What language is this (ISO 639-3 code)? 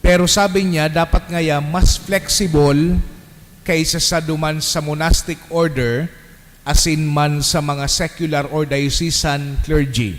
bik